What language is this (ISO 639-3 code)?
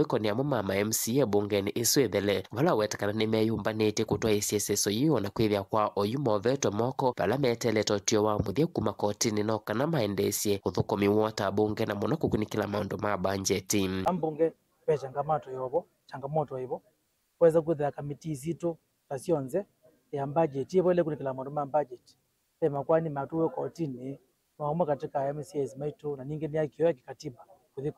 kam